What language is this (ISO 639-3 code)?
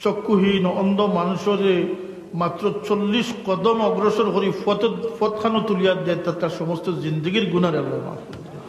syl